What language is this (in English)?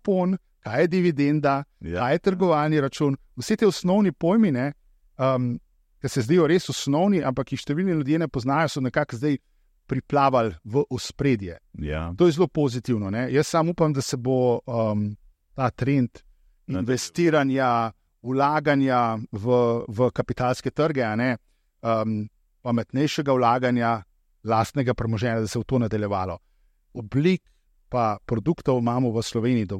Slovenian